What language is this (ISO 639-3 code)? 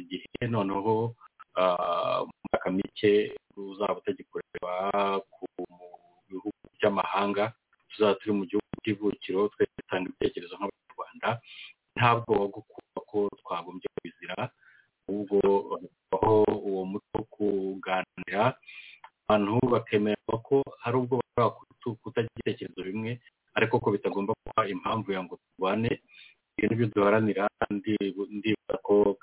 kin